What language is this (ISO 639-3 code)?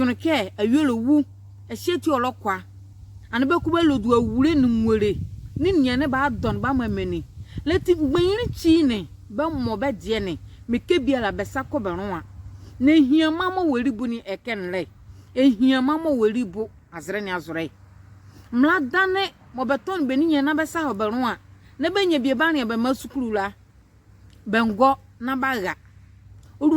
nzi